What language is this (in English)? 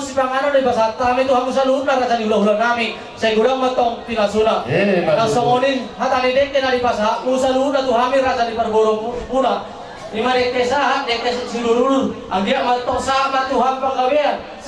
Batak Toba